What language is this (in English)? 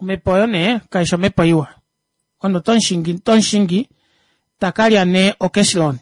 Kuanyama